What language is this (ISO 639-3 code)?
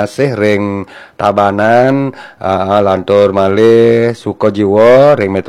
ban